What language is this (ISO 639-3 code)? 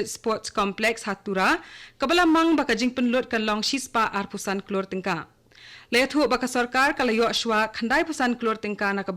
kha